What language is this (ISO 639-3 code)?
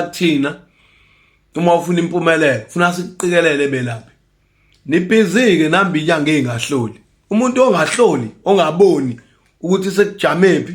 zul